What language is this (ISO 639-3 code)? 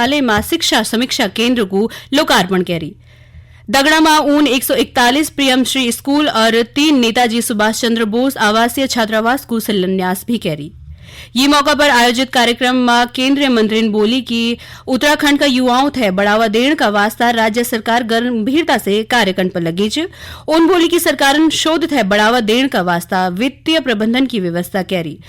gbm